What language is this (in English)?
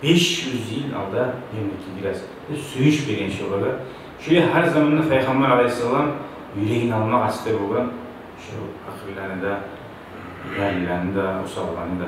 Kumyk